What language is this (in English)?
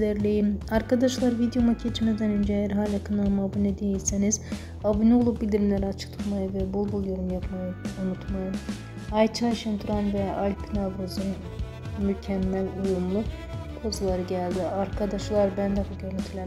Turkish